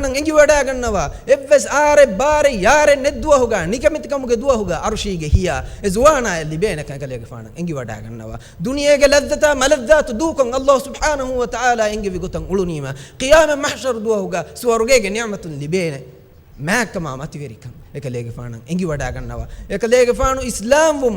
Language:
Divehi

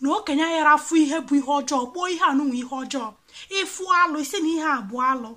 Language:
Igbo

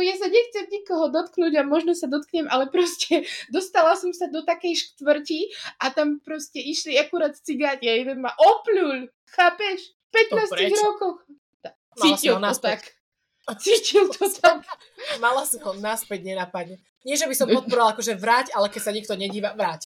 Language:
Slovak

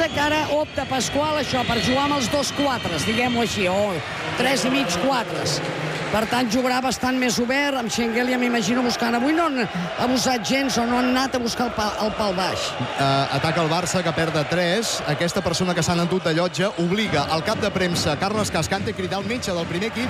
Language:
Catalan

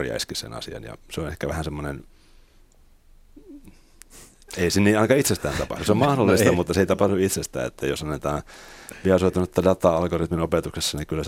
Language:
Finnish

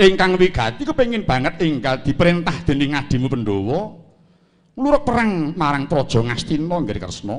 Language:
Javanese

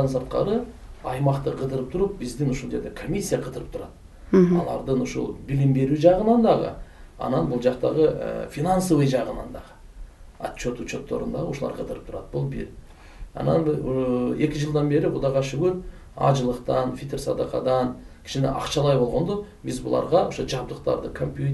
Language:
Kyrgyz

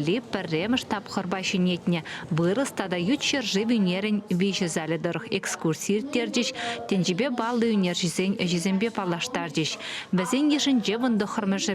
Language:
Chuvash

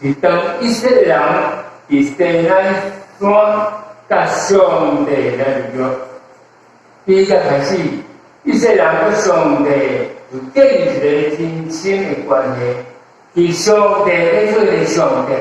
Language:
Min Nan Chinese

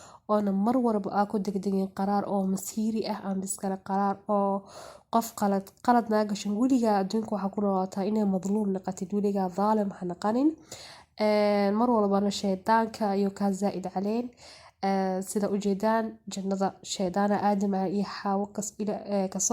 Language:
Somali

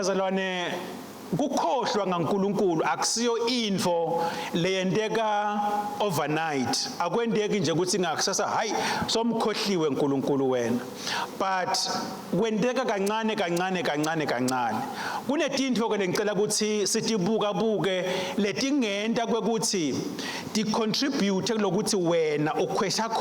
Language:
Swati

